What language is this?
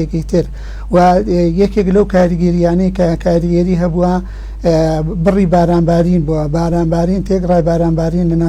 Central Kurdish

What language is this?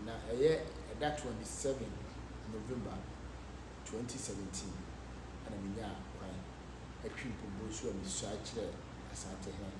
Akan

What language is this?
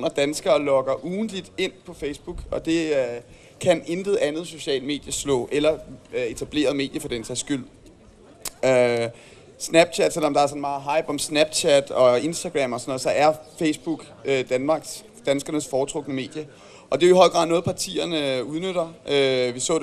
Danish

